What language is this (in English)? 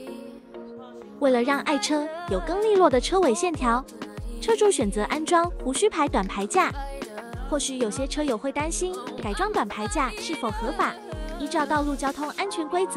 Chinese